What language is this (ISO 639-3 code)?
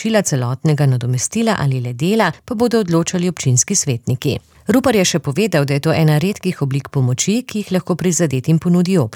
slv